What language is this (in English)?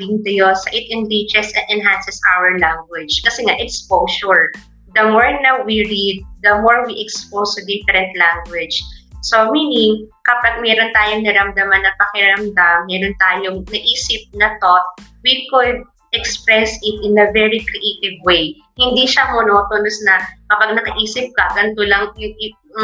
Filipino